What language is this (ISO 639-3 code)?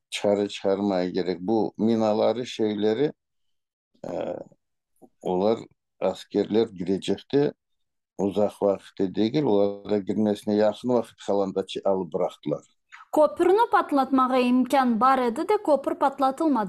crh